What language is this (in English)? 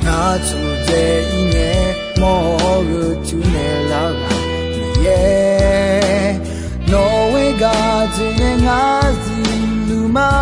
Akha